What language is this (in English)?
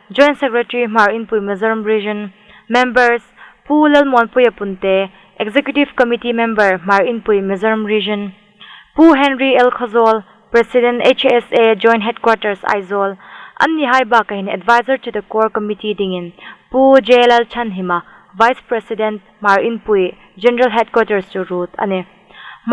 Hmar